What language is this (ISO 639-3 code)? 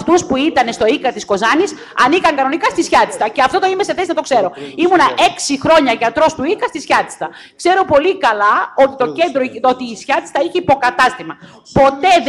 ell